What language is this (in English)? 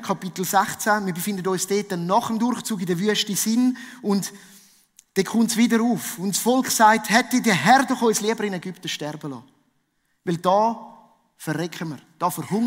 Swiss German